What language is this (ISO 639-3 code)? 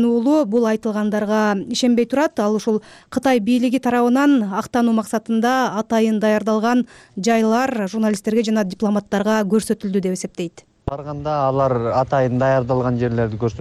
kir